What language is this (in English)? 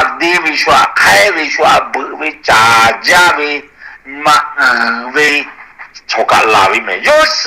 Lahu